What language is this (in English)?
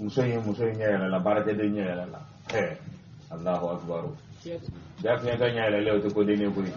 Bambara